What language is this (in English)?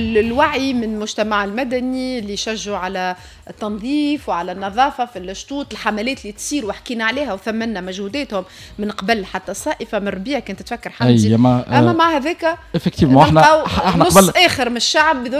Tunisian Arabic